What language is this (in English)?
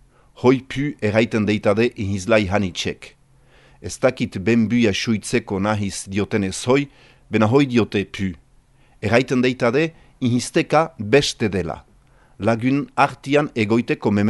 Basque